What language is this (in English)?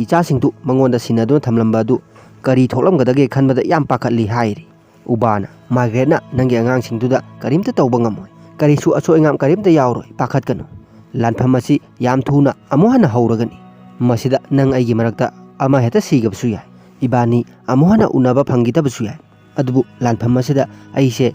Manipuri